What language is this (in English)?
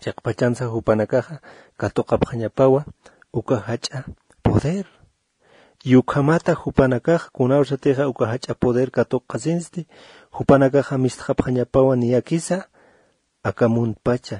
Aymara